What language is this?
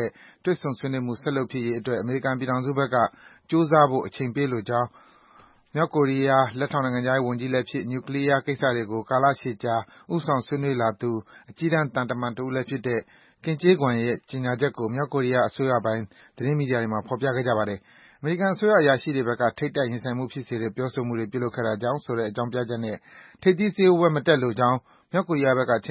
Burmese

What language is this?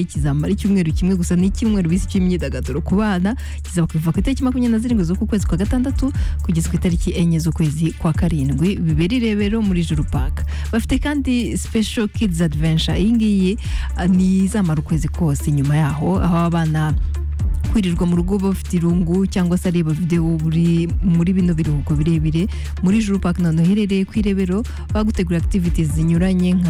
Kinyarwanda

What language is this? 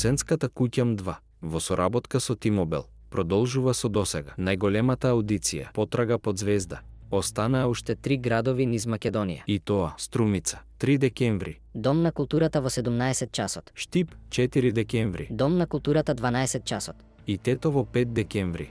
Macedonian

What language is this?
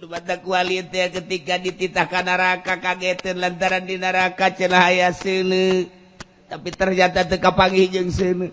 Sundanese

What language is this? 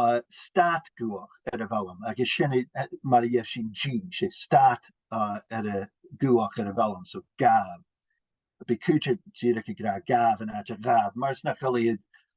Scottish Gaelic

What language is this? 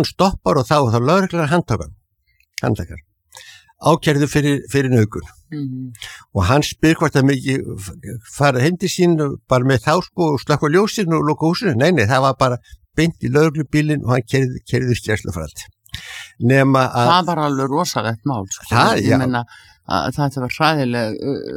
Icelandic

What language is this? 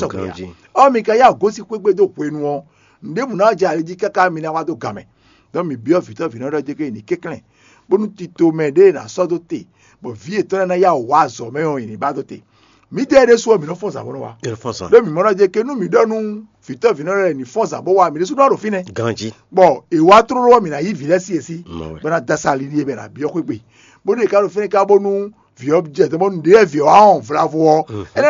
Fon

